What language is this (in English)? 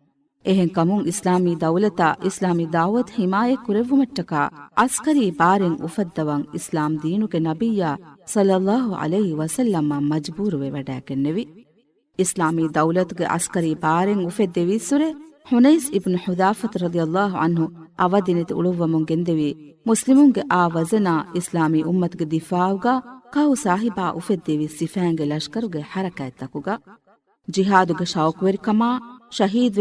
Divehi